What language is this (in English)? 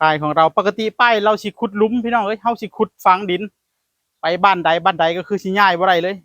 Northeastern Thai